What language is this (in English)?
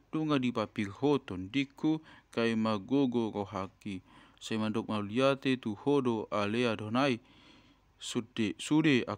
Batak Toba